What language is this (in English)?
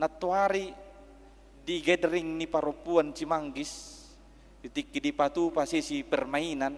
Batak Toba